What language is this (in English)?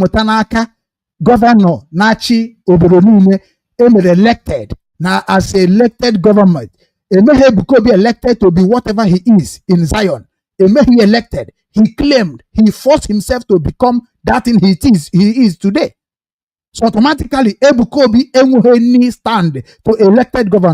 Igbo